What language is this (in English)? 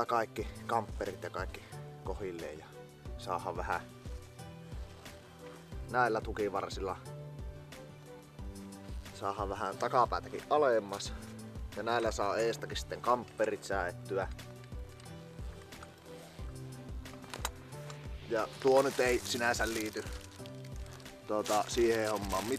Finnish